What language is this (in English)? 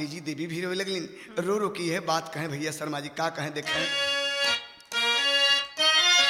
Bhojpuri